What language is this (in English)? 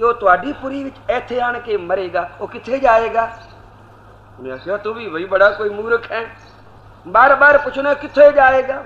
Punjabi